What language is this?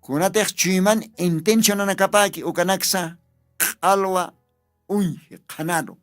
Aymara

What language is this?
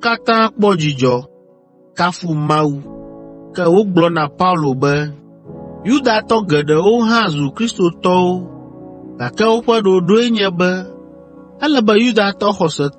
Ewe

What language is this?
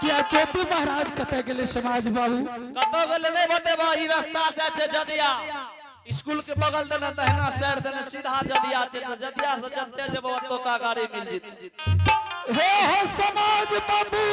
Angika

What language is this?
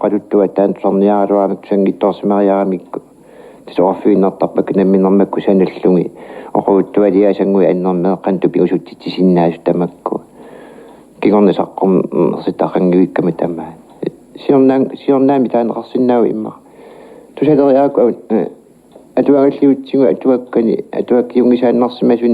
Kalaallisut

